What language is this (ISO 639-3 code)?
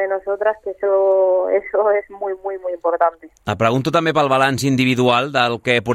cat